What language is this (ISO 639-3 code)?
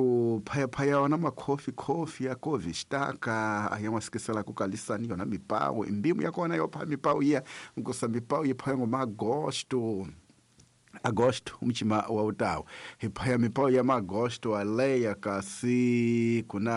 tso